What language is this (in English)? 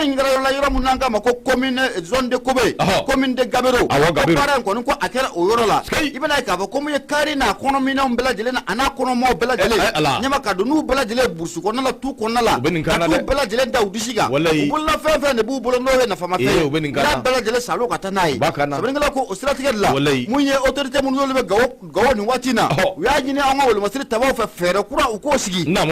Bambara